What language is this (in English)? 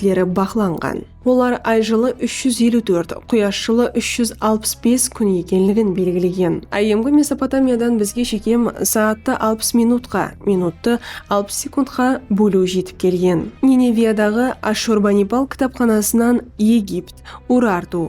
Kara-Kalpak